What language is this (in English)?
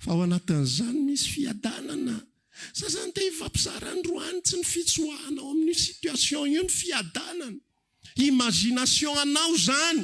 Malagasy